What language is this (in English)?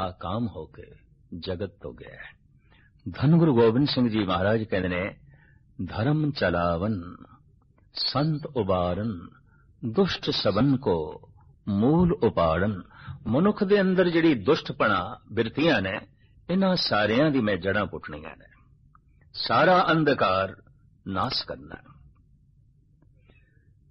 Punjabi